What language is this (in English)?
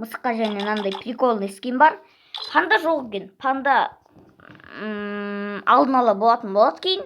Kazakh